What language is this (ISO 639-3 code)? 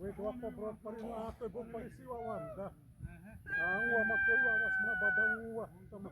xav